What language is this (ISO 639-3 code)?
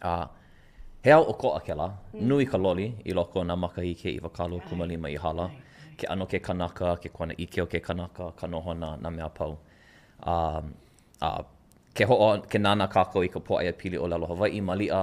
haw